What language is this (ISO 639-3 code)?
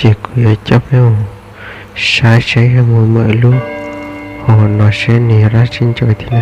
hmn